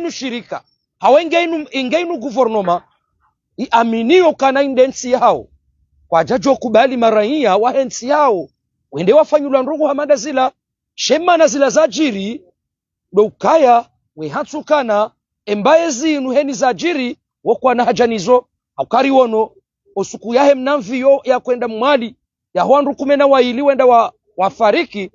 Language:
Ngazidja Comorian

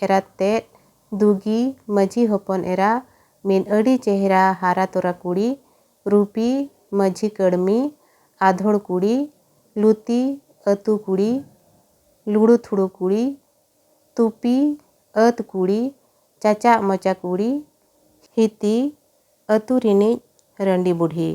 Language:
Santali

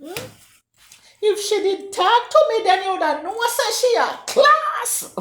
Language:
Jamaican Creole English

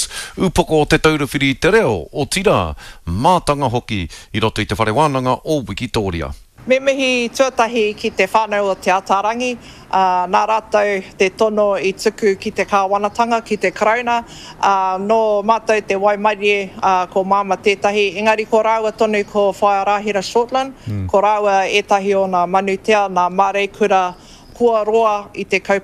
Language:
Māori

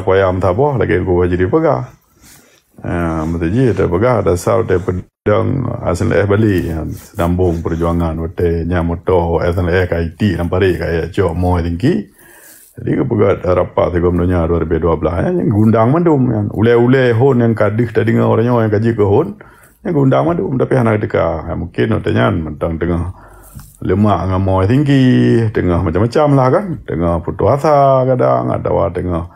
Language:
Achinese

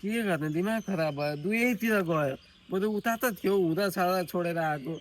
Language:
Nepali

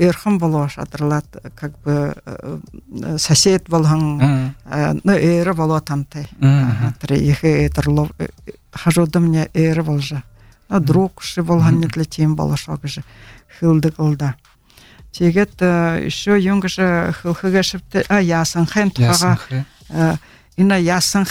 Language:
Buriat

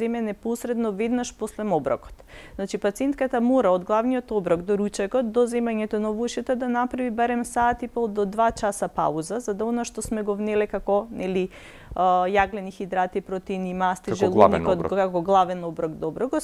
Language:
Macedonian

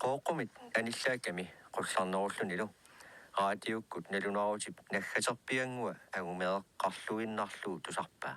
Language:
Kalaallisut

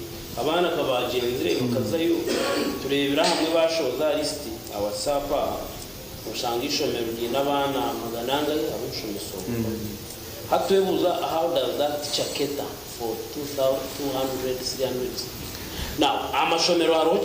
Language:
Nyankole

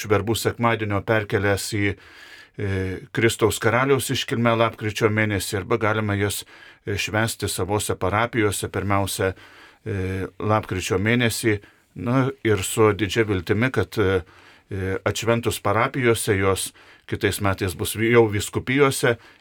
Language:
Lithuanian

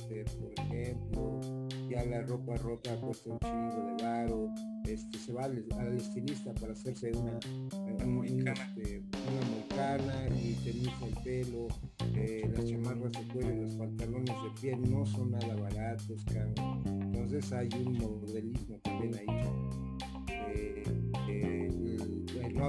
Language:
Spanish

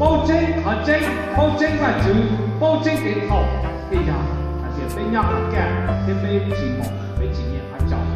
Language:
Hmong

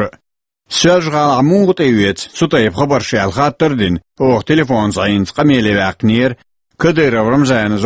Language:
Chechen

